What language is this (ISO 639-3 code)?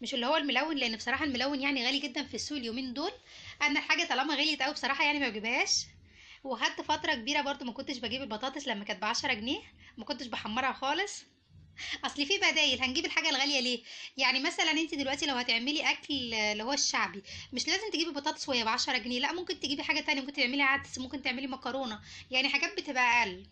arz